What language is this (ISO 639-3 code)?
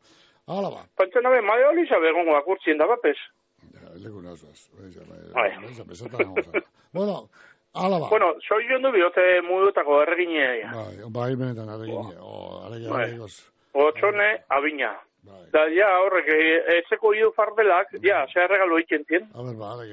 eus